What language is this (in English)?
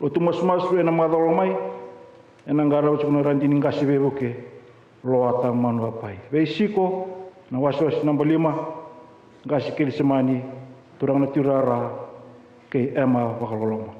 Fijian